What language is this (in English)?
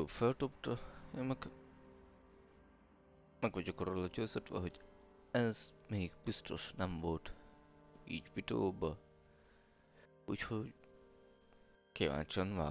Hungarian